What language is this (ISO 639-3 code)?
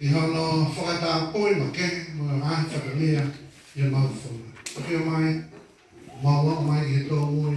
ton